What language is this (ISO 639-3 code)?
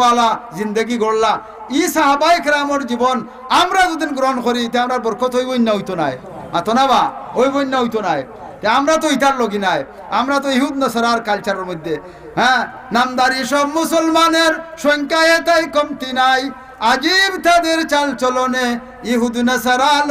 syl